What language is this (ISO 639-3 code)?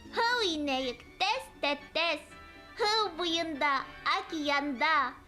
bak